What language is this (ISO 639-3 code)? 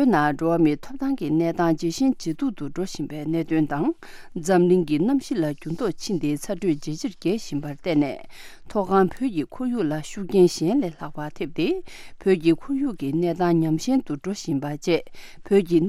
bod